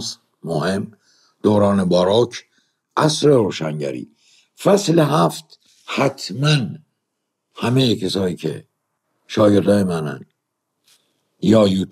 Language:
Persian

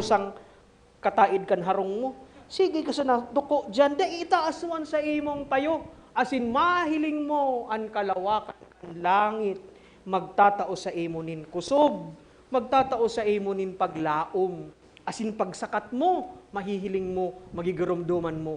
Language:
Bikol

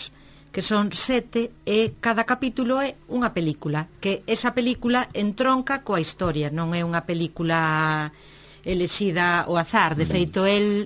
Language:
Galician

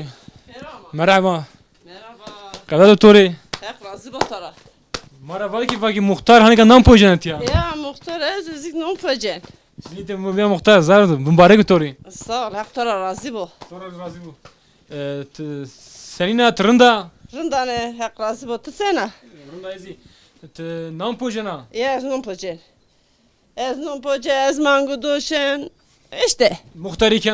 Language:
Zaza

